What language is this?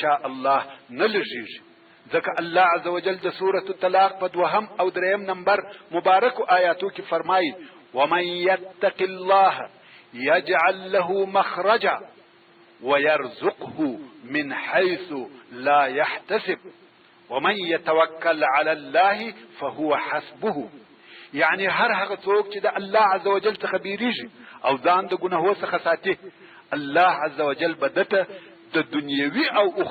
Pashto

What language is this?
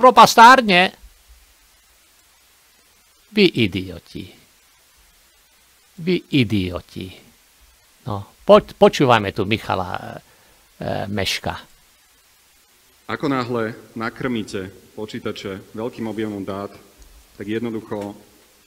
Slovak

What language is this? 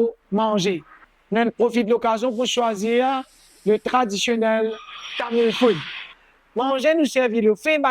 Morisyen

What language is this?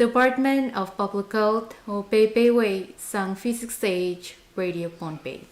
Pohnpeian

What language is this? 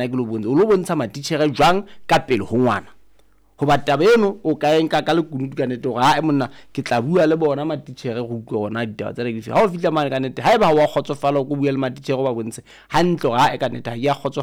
Southern Sotho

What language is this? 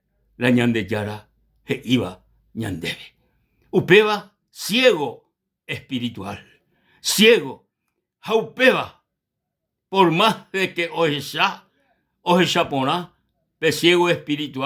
Guarani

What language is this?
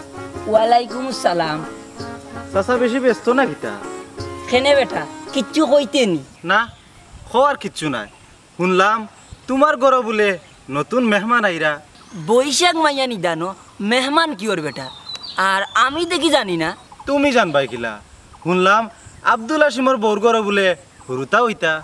Sylheti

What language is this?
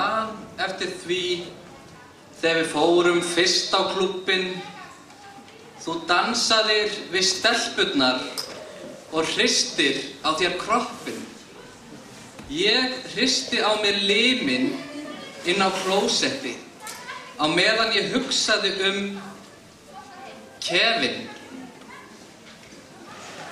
Icelandic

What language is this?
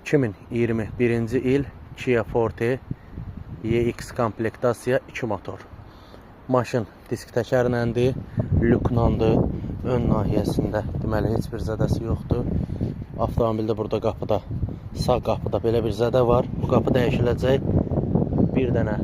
Azerbaijani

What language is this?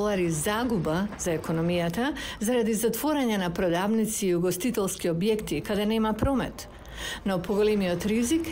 Macedonian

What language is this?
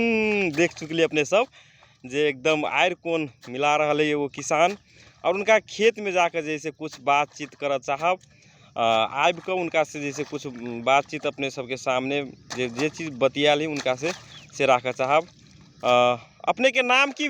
Magahi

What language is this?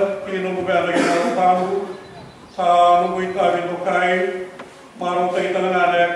Fijian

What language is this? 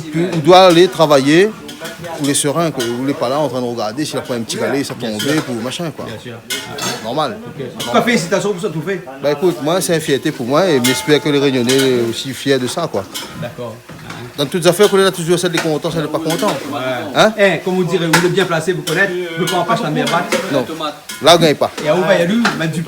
Réunion Creole French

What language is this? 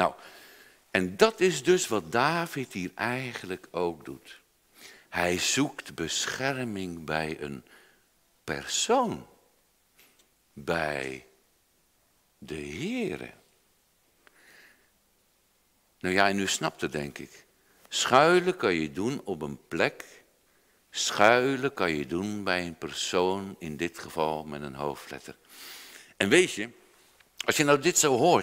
Dutch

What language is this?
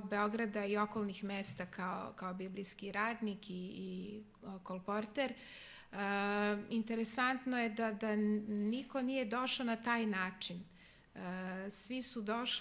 Serbian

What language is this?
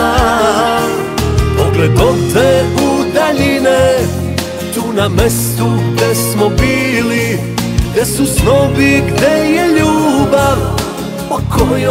Serbian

